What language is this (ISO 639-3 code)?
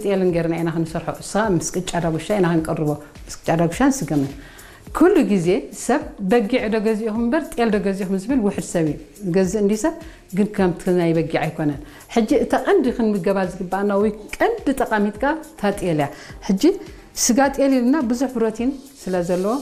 tir